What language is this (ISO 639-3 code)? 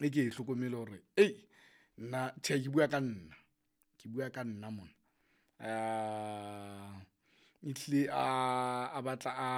sot